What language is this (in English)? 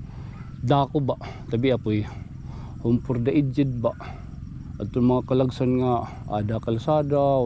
Waray